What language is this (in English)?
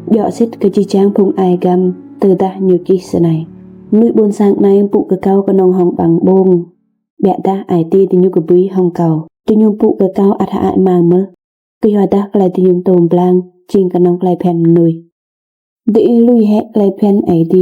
Rade